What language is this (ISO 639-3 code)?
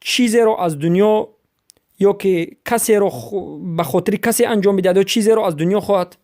fas